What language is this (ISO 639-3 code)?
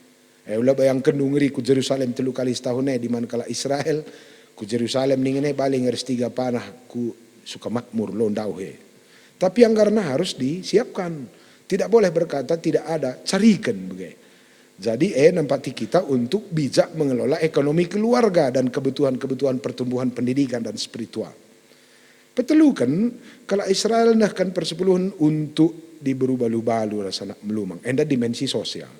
btx